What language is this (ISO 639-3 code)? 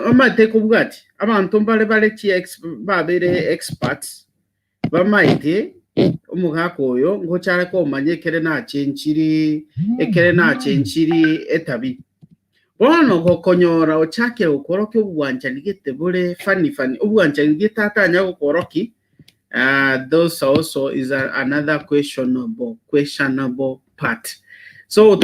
guz